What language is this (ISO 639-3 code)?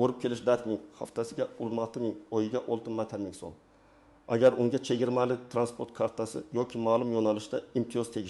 uzb